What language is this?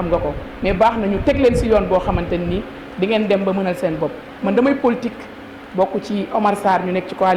Wolof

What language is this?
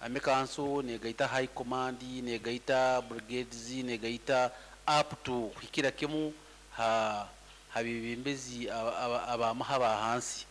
Nyoro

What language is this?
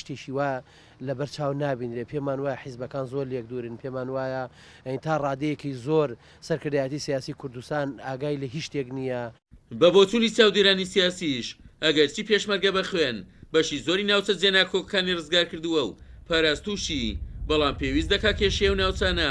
Central Kurdish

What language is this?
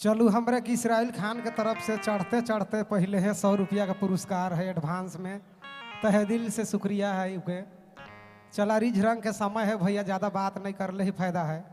Sadri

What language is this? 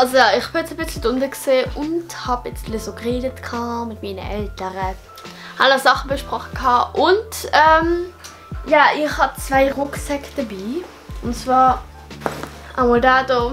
Swiss German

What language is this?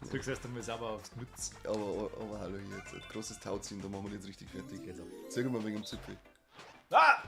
Bavarian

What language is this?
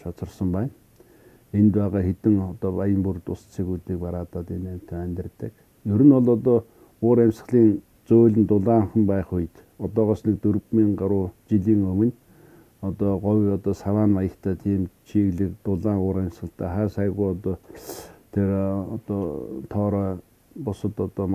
Mongolian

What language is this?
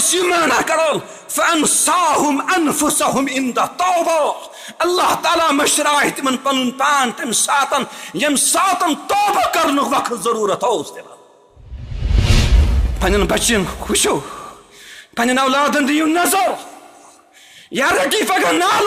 Urdu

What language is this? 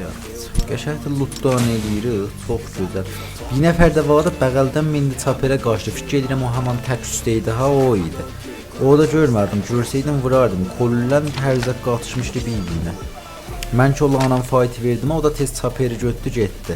South Azerbaijani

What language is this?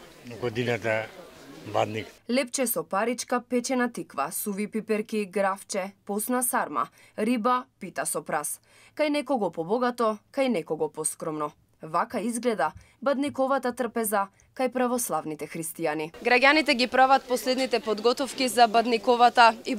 Macedonian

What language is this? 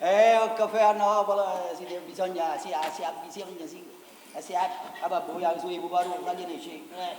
Neapolitan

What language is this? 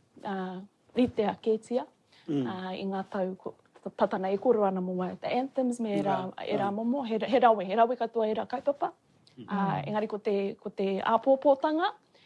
Māori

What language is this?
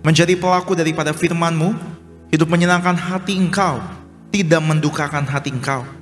Indonesian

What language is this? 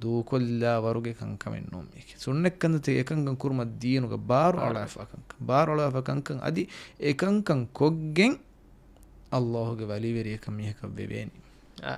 Divehi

